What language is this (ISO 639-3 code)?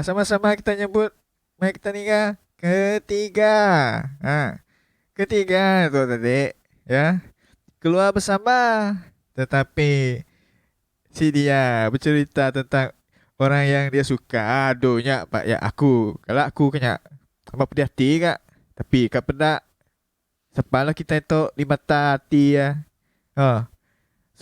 iba